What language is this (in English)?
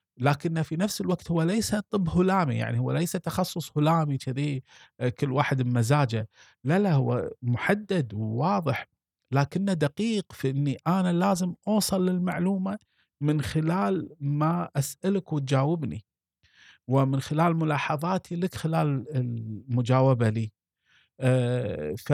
Gulf Arabic